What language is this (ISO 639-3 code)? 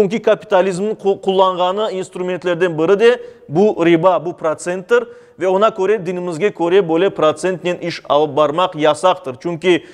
crh